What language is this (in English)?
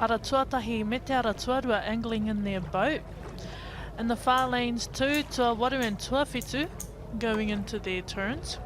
Māori